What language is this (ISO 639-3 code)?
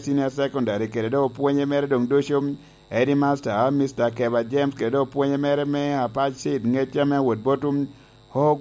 laj